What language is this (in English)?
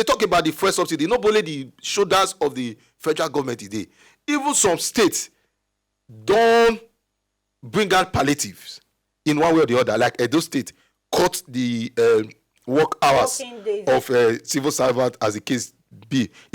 Nigerian Pidgin